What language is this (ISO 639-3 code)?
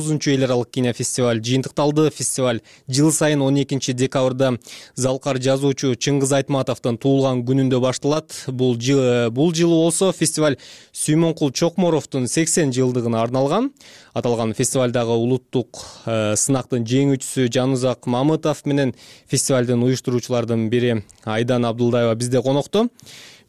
kir